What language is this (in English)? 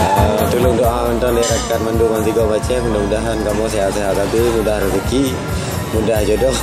Achinese